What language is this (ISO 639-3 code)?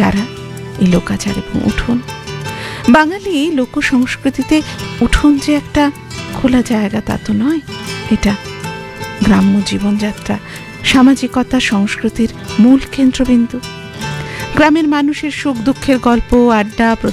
ben